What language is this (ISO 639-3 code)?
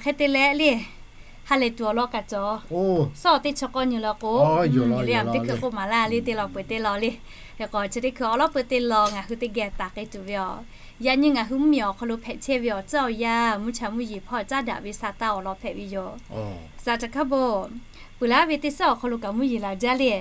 lhu